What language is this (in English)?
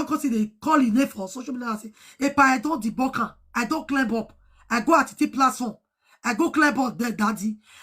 Nigerian Pidgin